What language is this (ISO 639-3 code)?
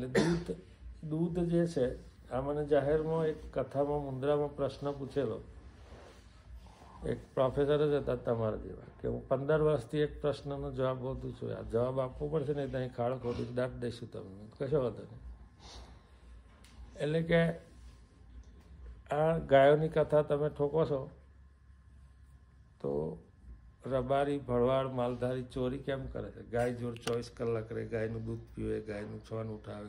guj